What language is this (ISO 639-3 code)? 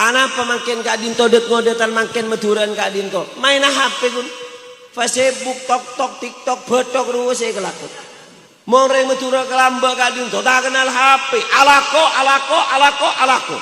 mad